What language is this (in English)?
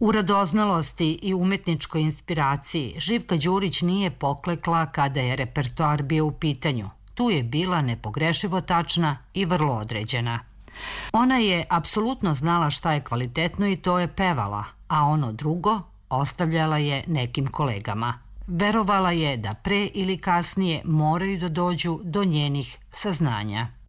Serbian